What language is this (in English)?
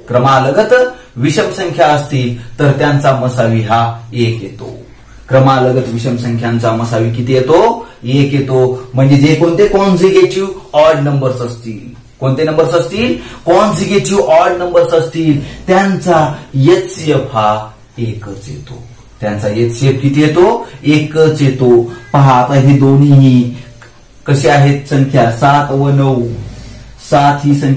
Marathi